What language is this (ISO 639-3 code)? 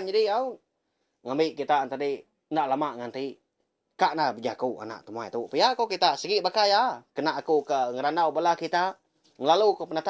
iba